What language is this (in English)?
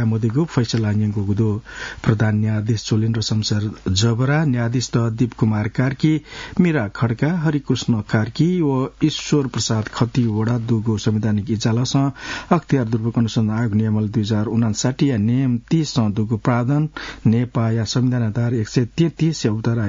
Newari